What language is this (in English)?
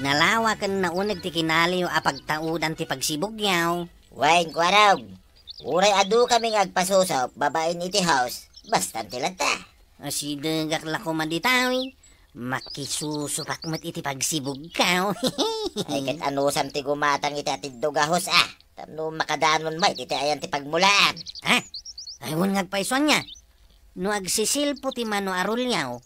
Iloko